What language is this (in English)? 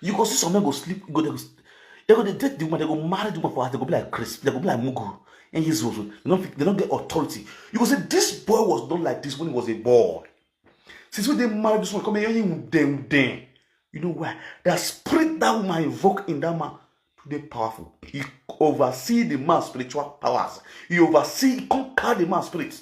Nigerian Pidgin